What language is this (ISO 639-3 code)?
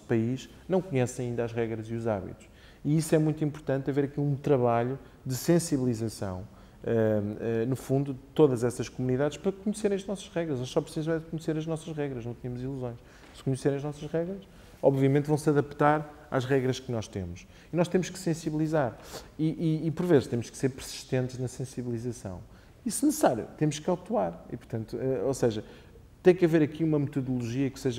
por